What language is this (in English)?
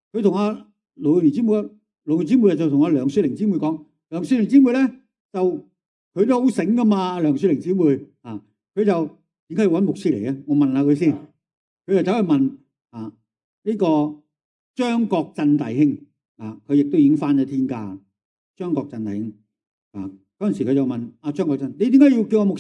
Cantonese